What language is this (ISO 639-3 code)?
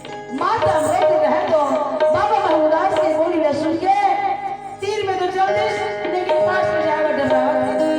hne